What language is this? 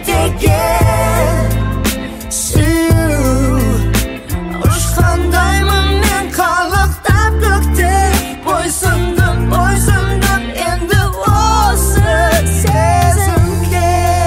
Kazakh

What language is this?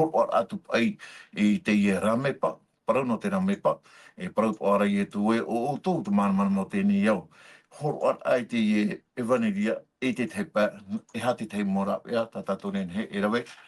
Tahitian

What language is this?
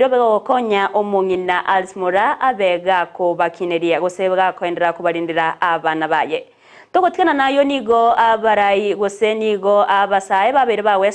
Gusii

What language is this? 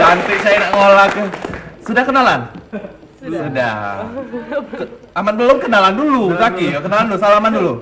Musi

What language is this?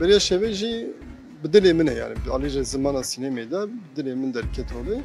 Kurdish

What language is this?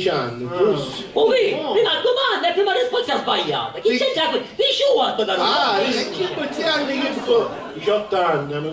Sicilian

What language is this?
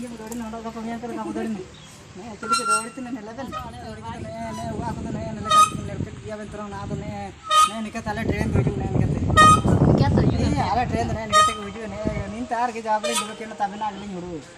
Ho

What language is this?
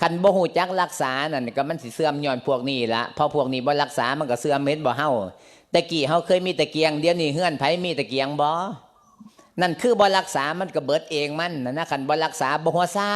Lao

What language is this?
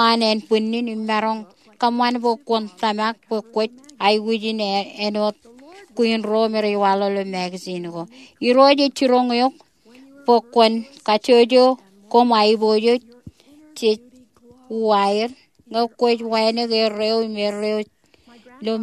Marshallese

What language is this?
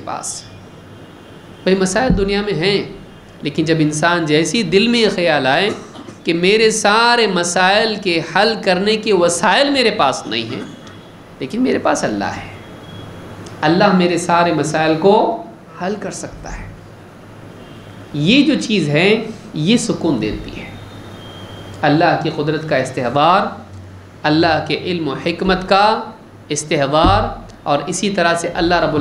Urdu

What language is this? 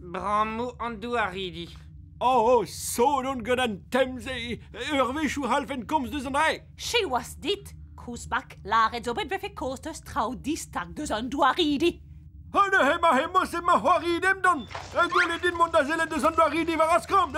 Breton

